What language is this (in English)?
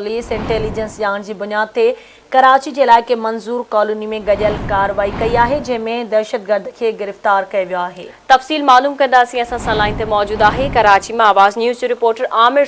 Sindhi